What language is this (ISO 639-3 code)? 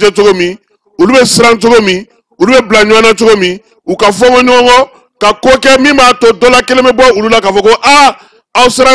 bam